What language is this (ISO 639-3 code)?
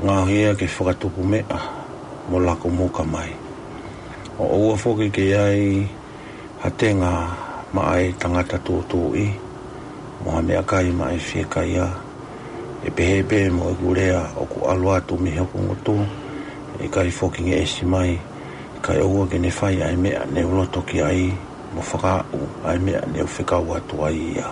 ton